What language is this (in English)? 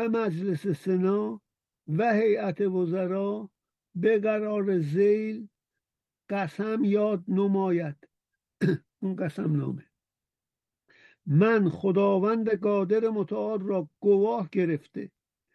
Persian